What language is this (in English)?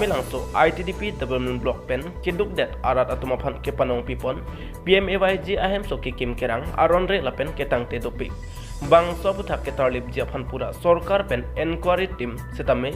Karbi